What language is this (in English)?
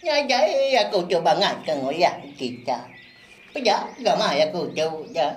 Iban